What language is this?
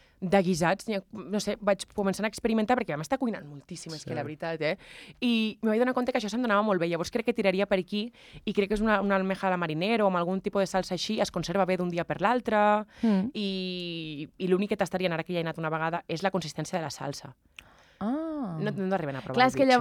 Catalan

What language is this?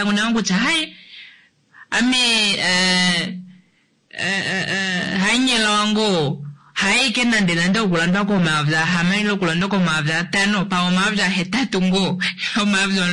Kuanyama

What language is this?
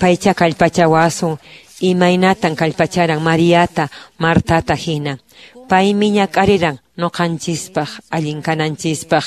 Quechua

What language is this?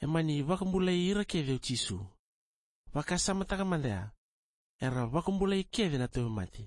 Fijian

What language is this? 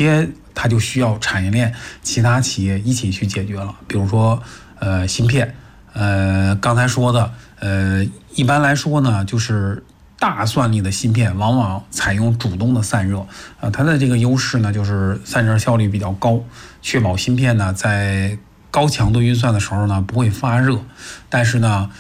Chinese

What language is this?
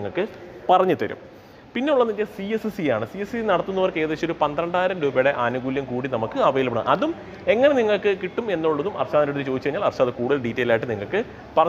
Malayalam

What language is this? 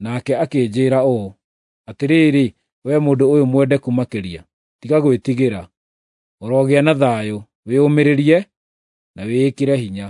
Kikuyu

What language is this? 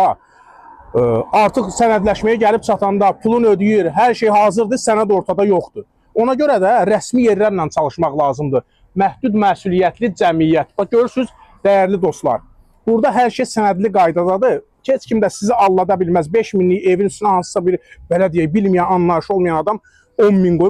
Azerbaijani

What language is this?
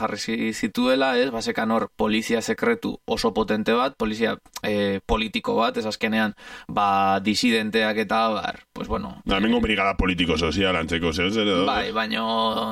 Basque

